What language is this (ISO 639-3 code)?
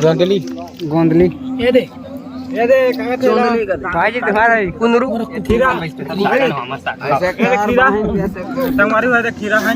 hne